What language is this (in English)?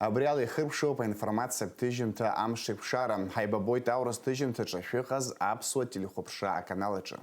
Abkhazian